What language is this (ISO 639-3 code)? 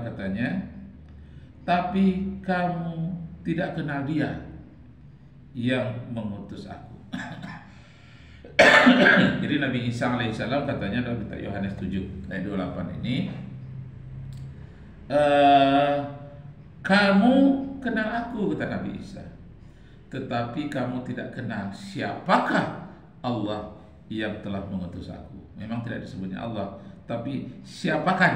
ind